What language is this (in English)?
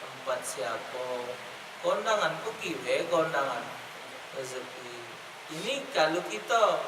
Musi